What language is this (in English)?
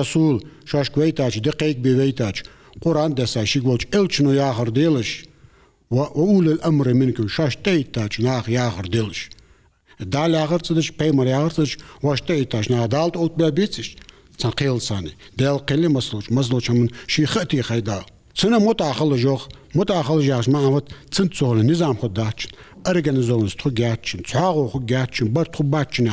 Ingush